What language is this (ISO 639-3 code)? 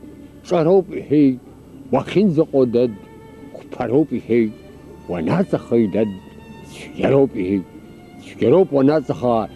abk